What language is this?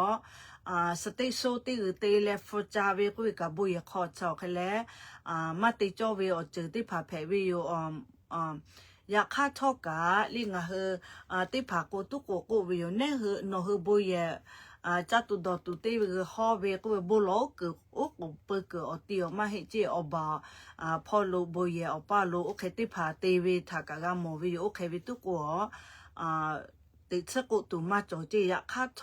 Lahu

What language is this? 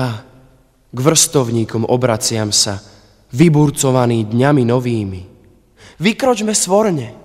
Slovak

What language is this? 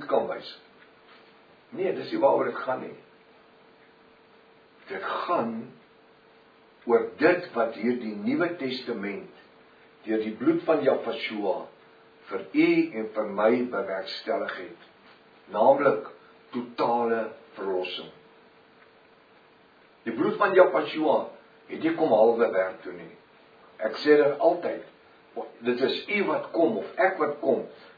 Afrikaans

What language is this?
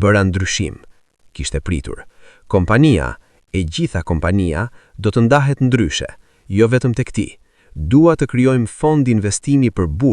Albanian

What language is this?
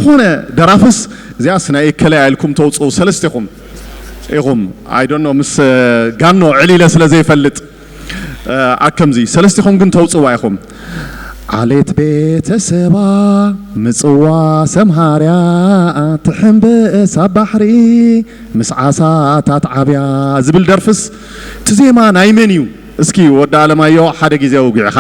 Tigrinya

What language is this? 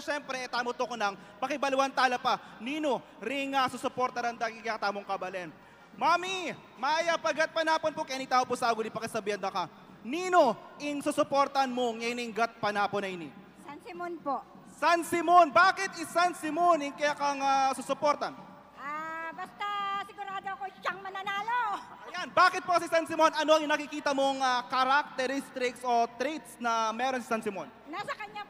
Pampanga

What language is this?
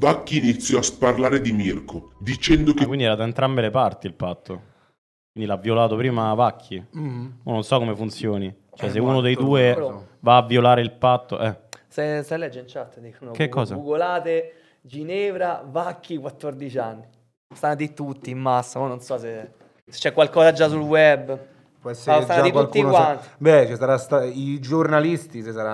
Italian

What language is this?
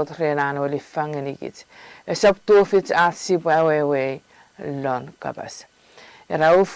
Chuukese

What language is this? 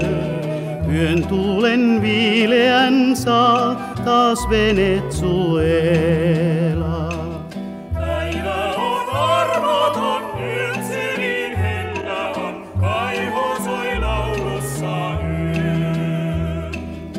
Finnish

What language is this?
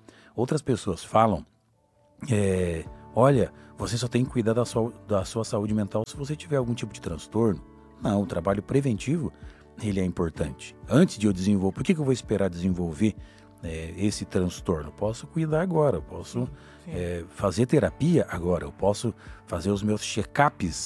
Portuguese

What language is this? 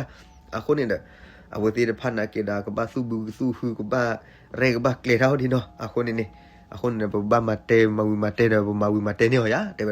S'gaw Karen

